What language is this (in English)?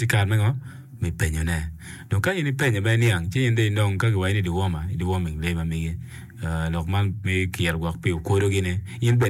Acoli